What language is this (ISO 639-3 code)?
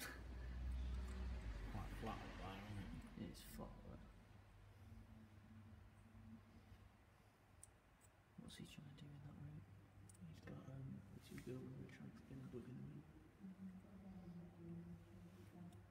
eng